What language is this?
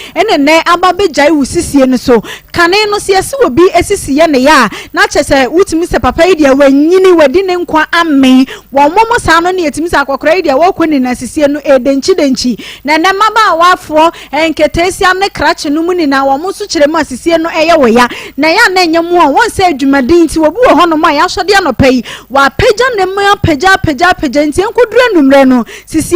Akan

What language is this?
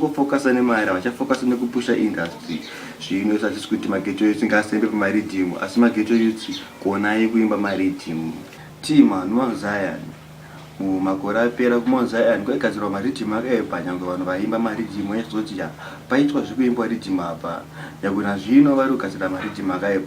Shona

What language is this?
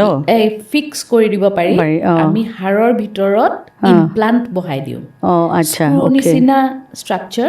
Assamese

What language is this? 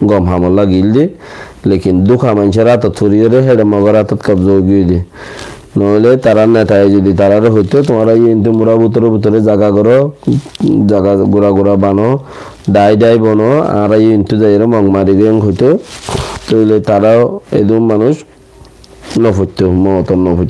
Rohingya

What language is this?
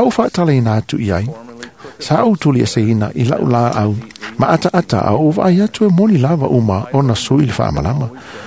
Samoan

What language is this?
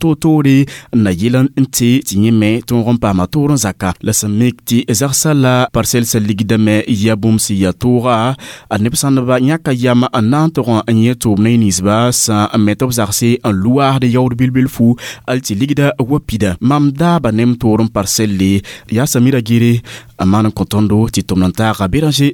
Mossi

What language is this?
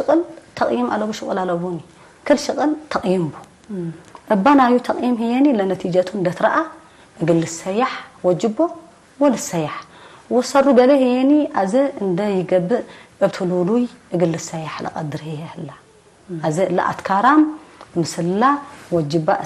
Tigre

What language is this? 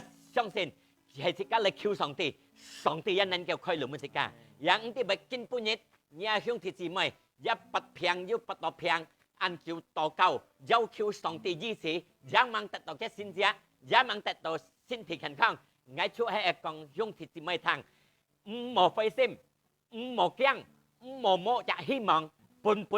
Hakka Chinese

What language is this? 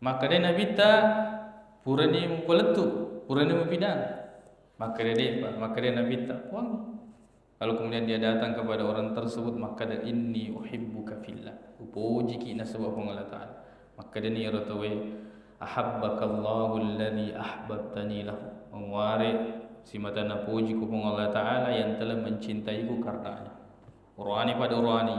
Buginese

